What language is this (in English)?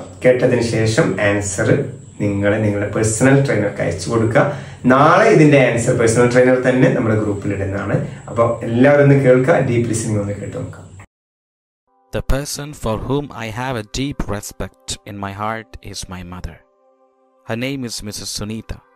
Malayalam